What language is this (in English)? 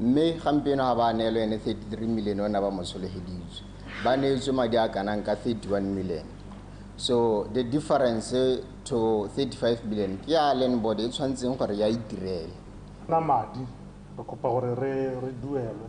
Tswana